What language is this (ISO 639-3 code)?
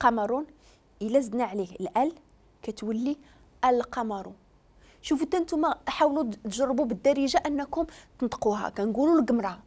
ary